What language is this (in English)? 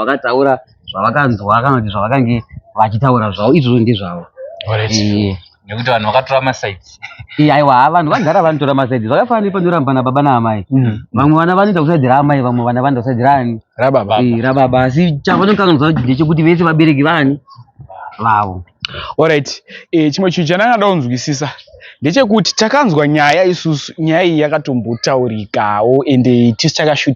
Shona